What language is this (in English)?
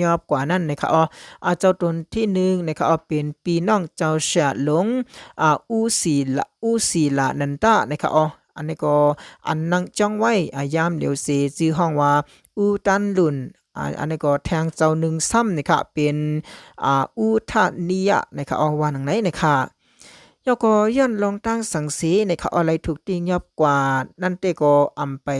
Shan